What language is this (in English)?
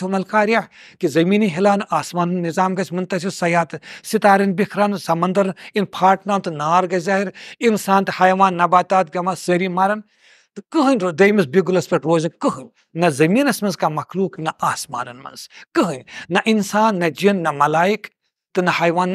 Kashmiri